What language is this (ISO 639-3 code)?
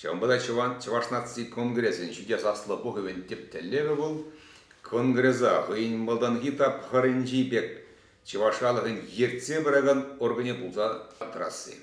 chv